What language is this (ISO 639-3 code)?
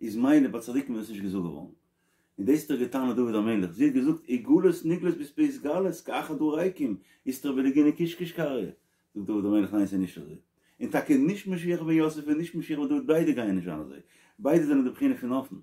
yid